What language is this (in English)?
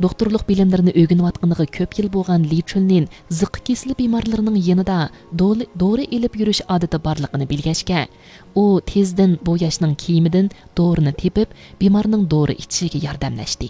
Uyghur